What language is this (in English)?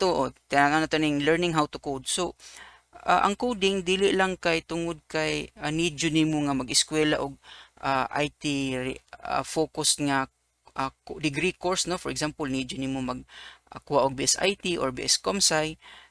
Cebuano